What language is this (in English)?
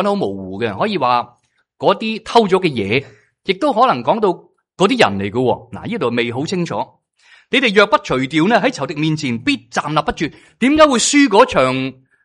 Cantonese